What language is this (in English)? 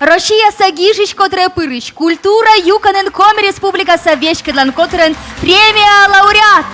Komi